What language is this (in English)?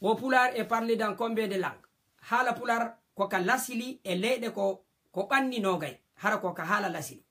Fula